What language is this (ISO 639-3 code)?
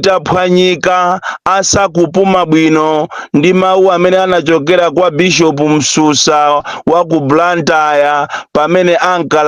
nya